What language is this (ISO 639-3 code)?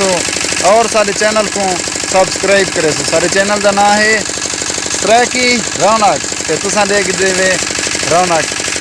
skr